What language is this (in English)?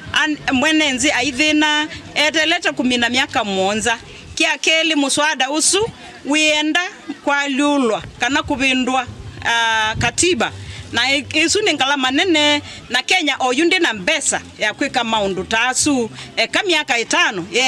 Kamba